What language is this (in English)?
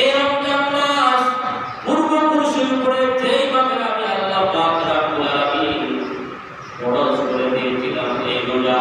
Sylheti